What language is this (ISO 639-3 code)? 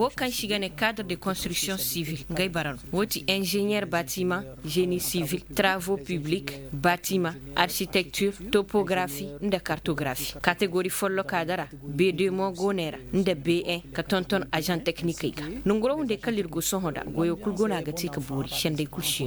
ses